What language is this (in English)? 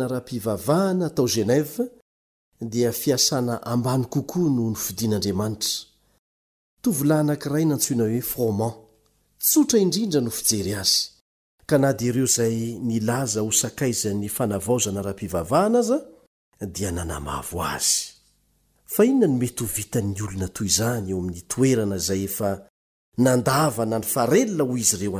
Malagasy